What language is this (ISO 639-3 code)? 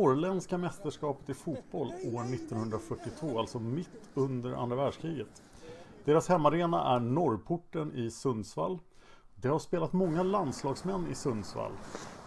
swe